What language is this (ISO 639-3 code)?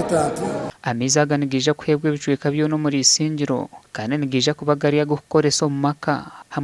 nyn